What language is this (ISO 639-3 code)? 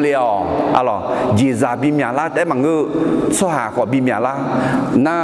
ahk